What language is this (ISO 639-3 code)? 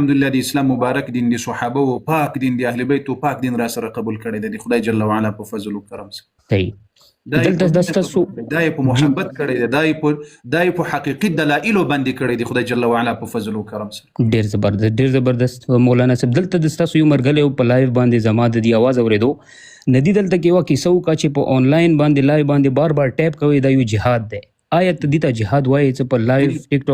pus